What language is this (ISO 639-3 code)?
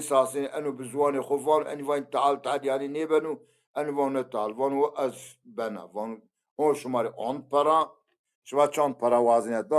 zza